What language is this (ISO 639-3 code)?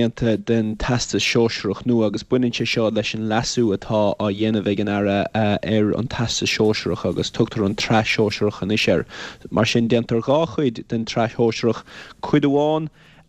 gle